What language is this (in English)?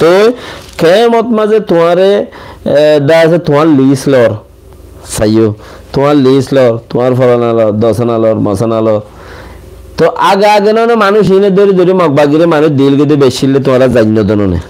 Rohingya